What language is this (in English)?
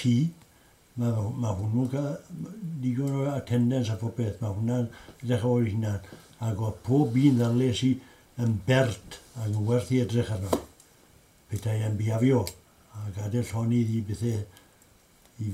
Welsh